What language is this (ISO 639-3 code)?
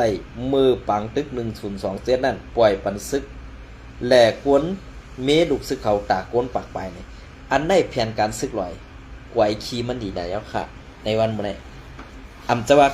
shn